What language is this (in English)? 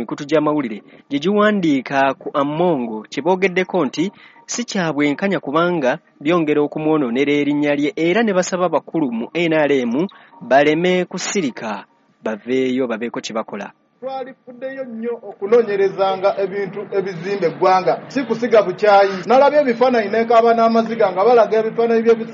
Ganda